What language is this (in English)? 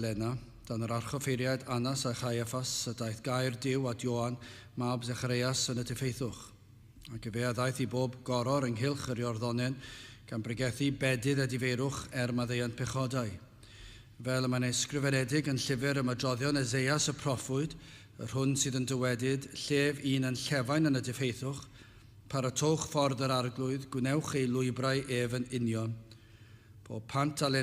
Welsh